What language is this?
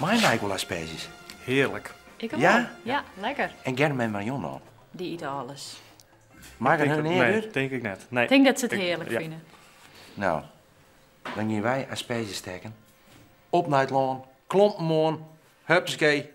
Western Frisian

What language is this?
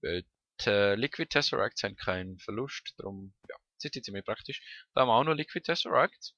Swiss German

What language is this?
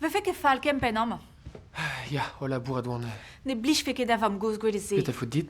Breton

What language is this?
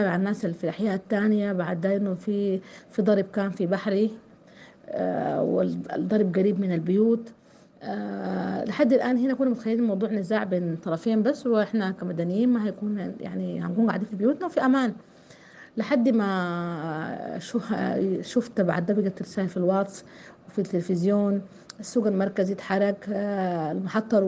Sudanese Arabic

